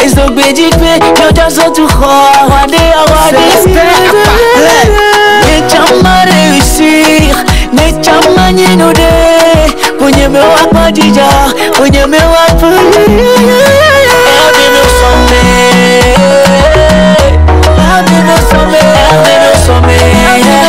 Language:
French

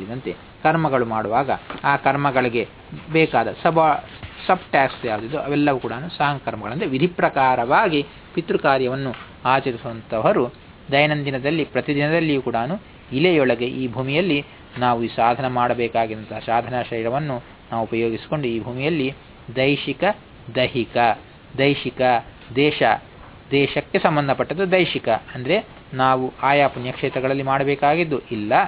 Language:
Kannada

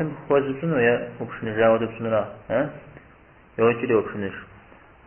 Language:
Kabardian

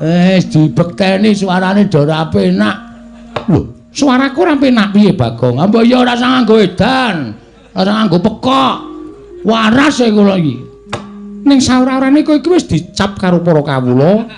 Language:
Javanese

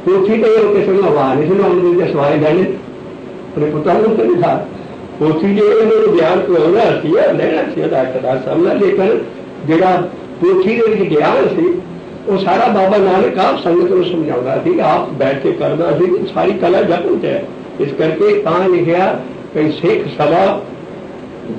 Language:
Punjabi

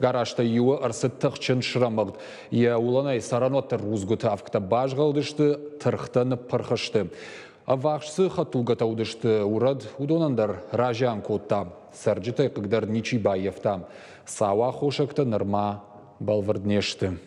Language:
Ossetic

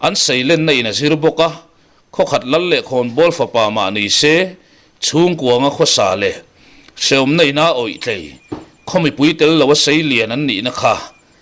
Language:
Mizo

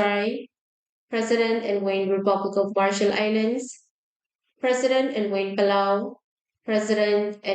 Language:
Pohnpeian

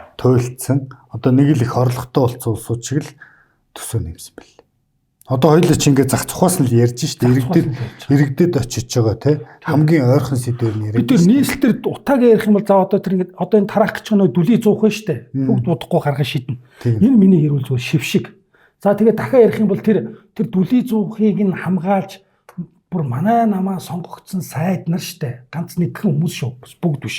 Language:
Mongolian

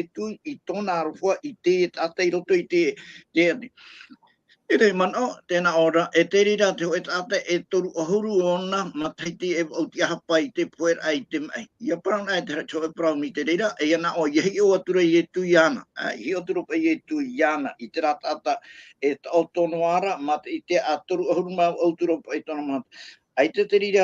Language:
Tahitian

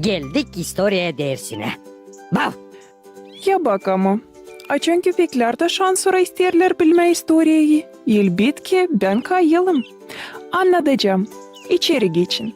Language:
Gagauz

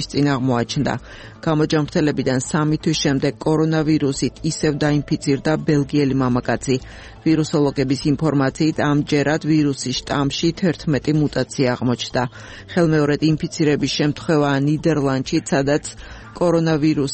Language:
Georgian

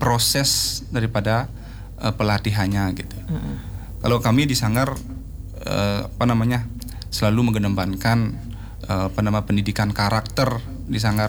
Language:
Indonesian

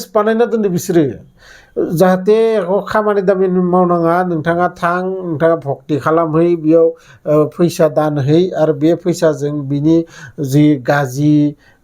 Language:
Bodo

